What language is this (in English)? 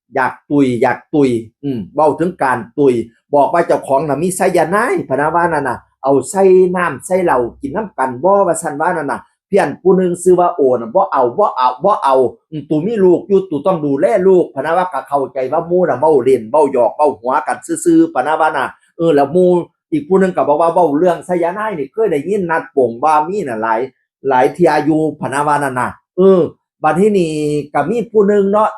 Northeastern Thai